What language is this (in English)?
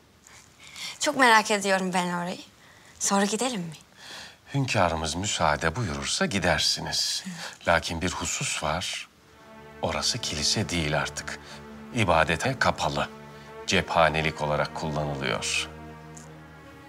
Turkish